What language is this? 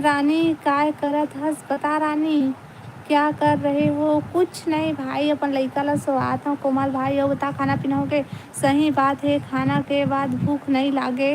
Chhattisgarhi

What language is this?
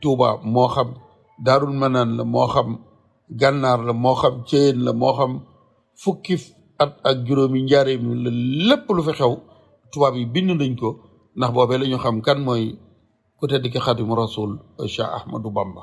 Wolof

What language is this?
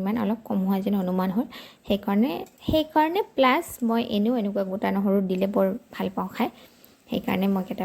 Assamese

